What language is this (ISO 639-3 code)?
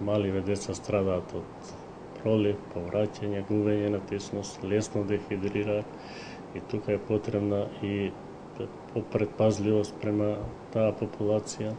mkd